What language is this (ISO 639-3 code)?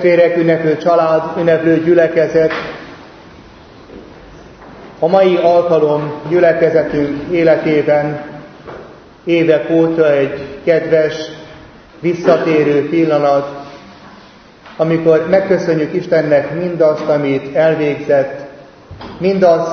hun